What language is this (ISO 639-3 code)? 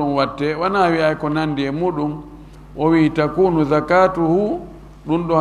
ful